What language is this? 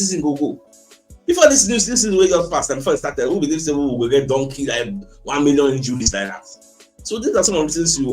Nigerian Pidgin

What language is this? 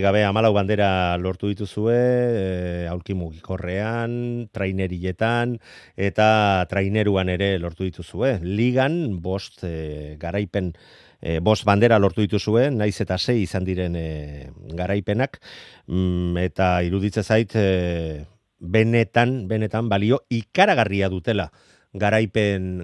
Basque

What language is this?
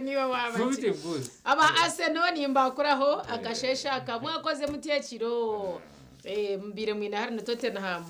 Nyankole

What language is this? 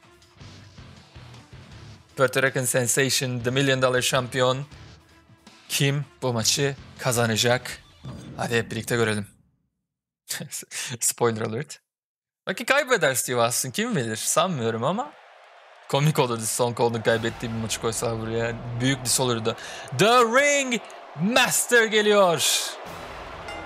Turkish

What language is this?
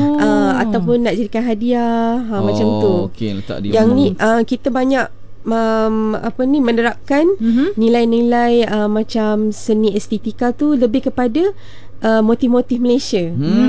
Malay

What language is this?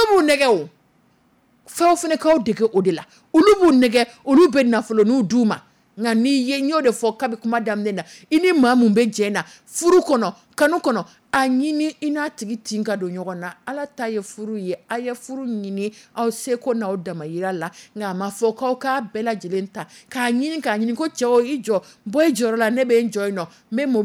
Dyula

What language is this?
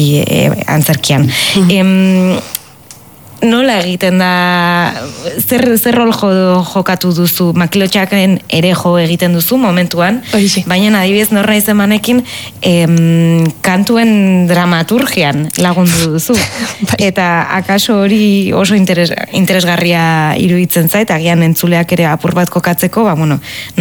Basque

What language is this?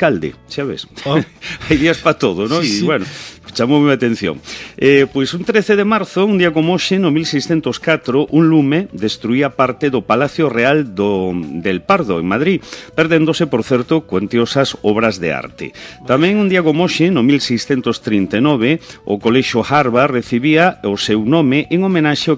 Galician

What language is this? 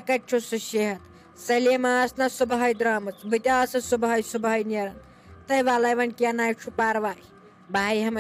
Kashmiri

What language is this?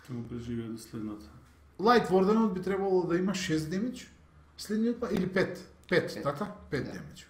Macedonian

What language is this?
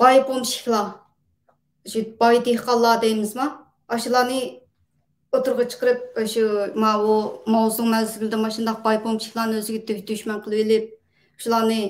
Uyghur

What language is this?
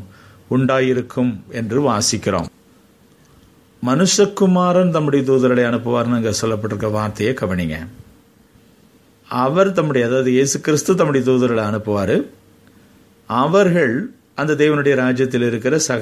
Tamil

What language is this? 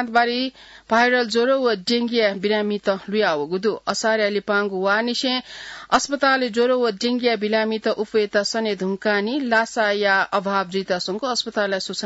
Newari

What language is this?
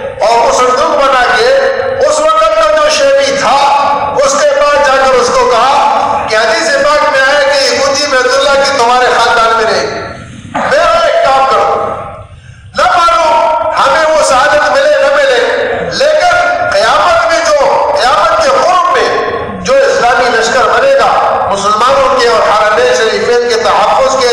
Urdu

